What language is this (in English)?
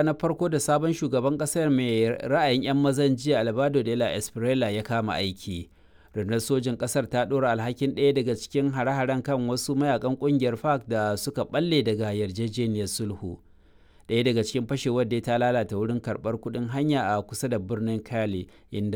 Hausa